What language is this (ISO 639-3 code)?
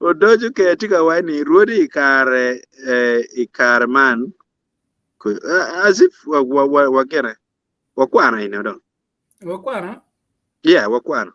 ach